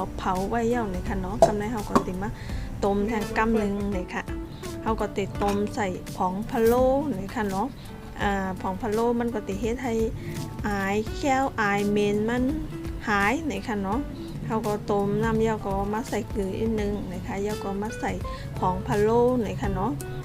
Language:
Shan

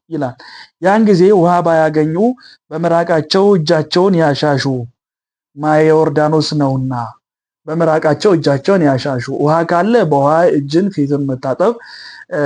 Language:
Amharic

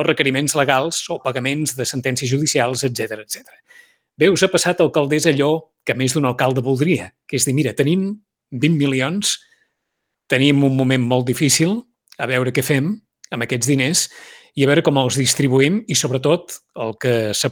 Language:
Catalan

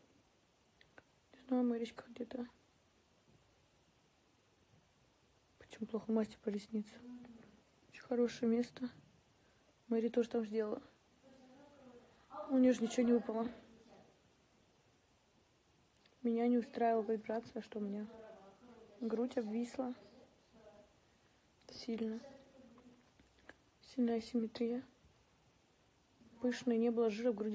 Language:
Russian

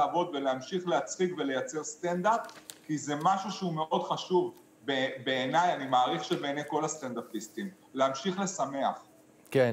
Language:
Hebrew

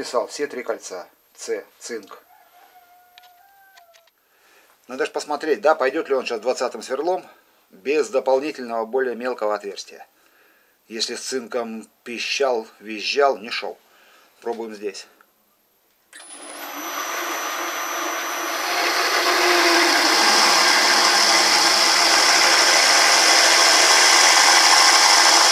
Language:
Russian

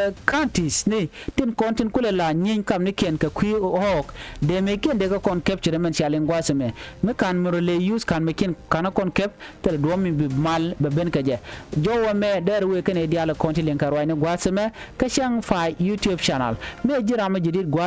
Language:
Nuer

